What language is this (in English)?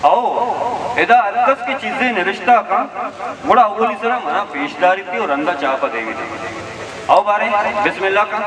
Baluchi